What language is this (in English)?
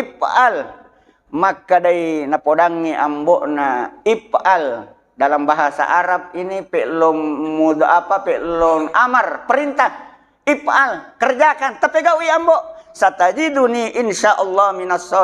Buginese